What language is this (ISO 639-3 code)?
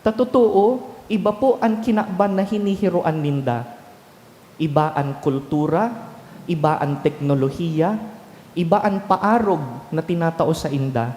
bik